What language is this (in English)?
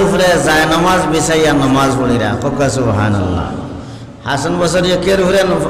Sylheti